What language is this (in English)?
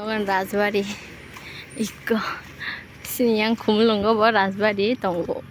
Kok Borok